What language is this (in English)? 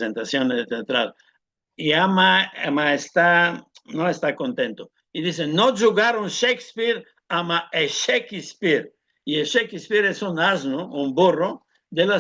Ladino